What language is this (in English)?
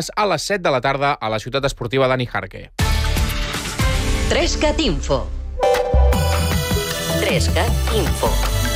Catalan